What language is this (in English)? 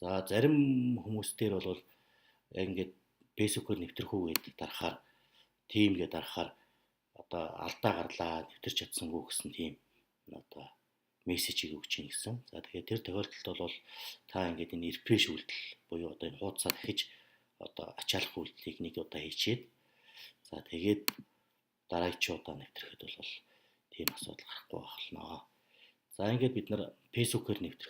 Mongolian